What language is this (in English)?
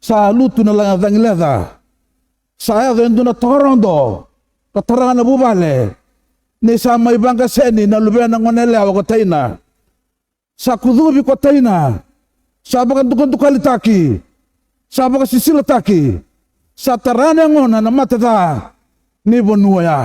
Fijian